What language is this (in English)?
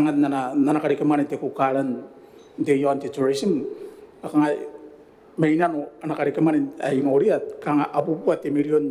Gilbertese